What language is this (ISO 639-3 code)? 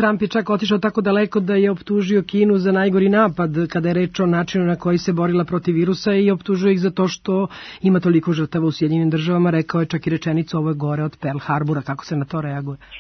srp